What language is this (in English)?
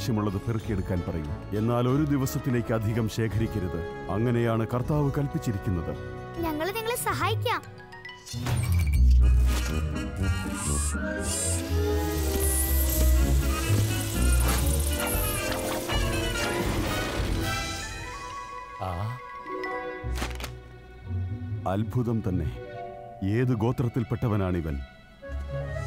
Malayalam